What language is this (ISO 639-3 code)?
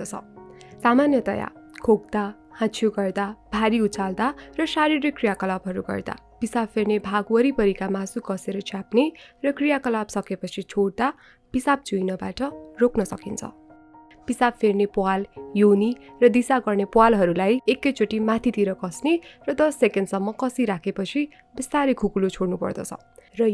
nep